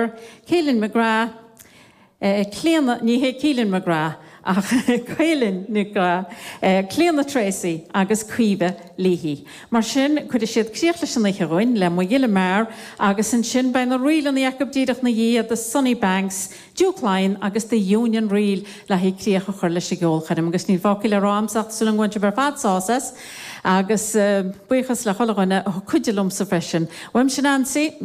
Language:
Irish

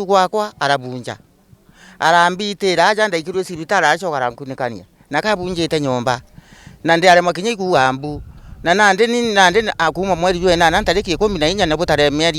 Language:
Meru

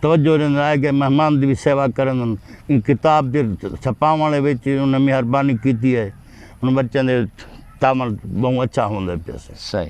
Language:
Saraiki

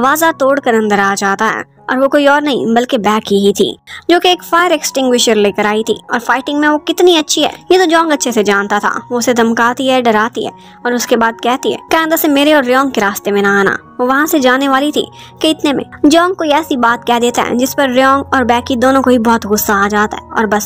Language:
Hindi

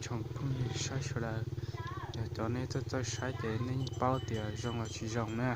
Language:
Hmong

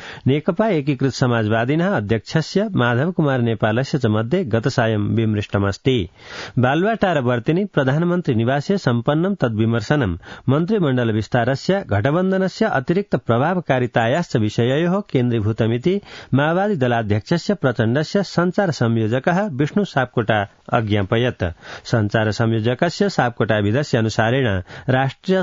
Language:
Sanskrit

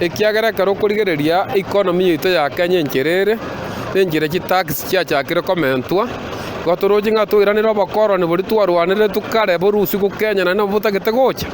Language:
Gusii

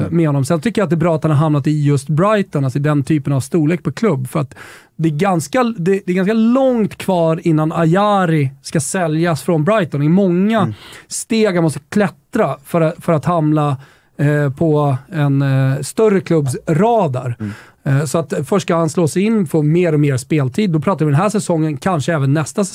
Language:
Swedish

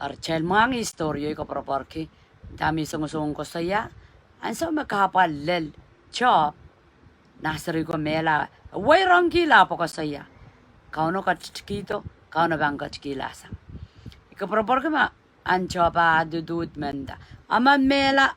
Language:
Pohnpeian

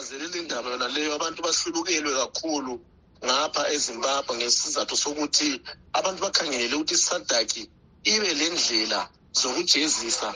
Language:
North Ndebele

